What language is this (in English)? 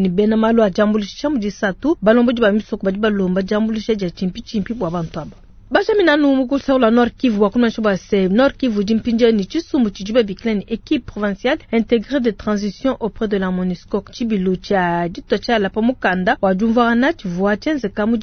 Luba-Lulua